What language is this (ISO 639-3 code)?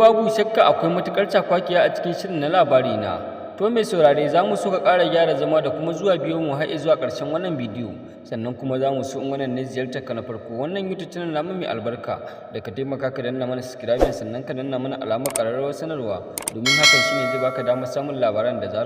hau